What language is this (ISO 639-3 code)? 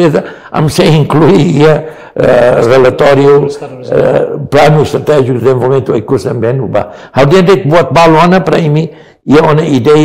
tet